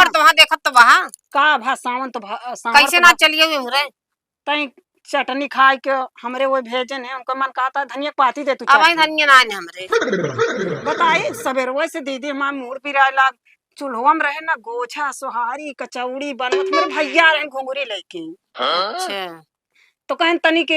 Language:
Awadhi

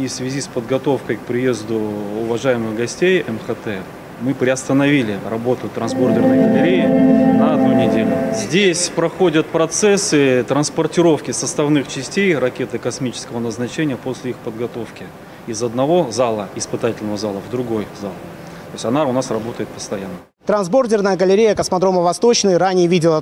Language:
Russian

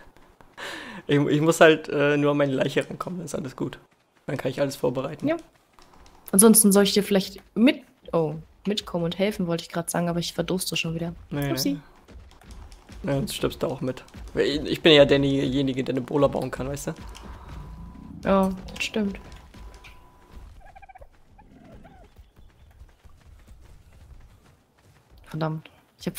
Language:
German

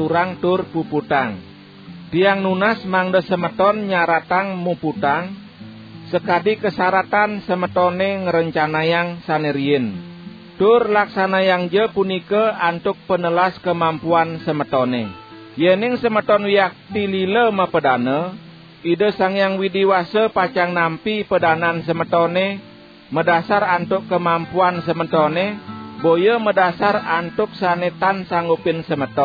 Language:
Balinese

